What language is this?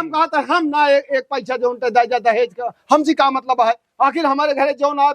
Awadhi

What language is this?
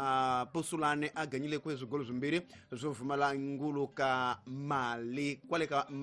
Tsonga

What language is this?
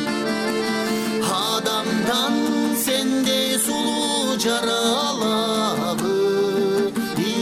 Kyrgyz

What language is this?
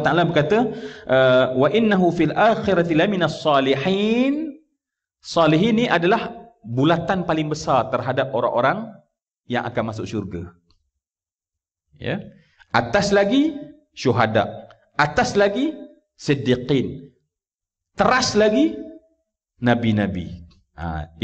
Malay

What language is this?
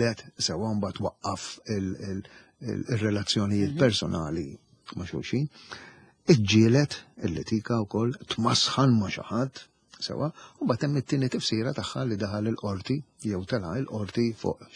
Maltese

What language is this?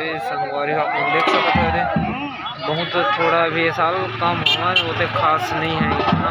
Chhattisgarhi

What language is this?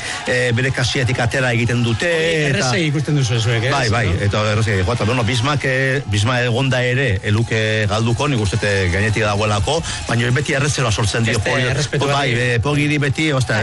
Basque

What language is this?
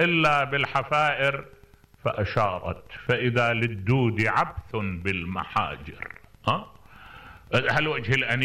Mesopotamian Arabic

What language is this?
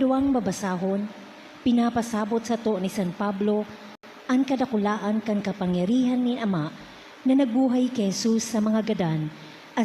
Bikol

